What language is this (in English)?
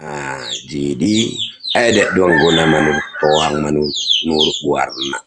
Batak Toba